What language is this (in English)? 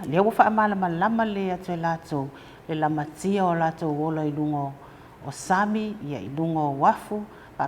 Samoan